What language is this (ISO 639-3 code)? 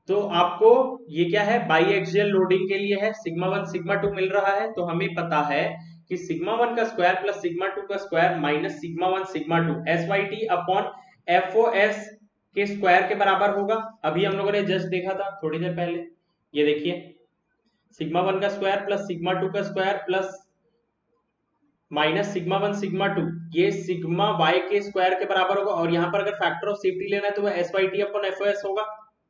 hin